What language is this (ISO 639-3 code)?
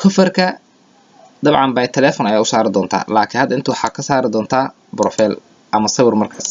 som